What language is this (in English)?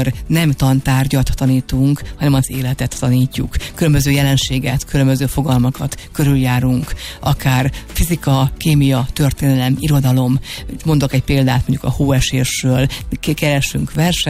Hungarian